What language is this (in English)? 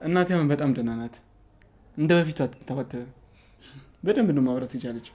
Amharic